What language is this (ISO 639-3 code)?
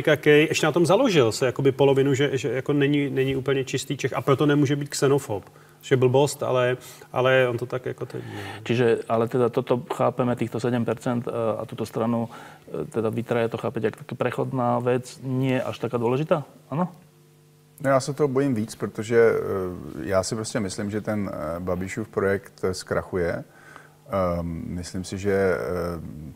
ces